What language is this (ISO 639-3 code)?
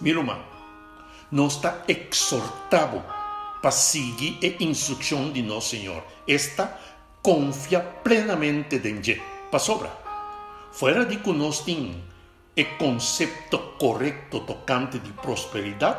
pap